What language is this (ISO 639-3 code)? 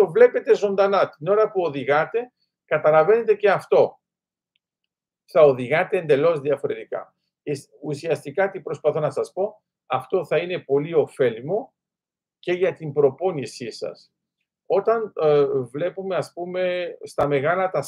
ell